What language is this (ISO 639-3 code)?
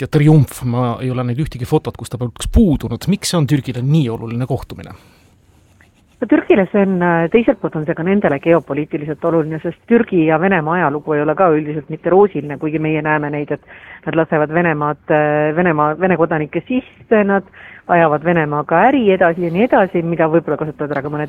est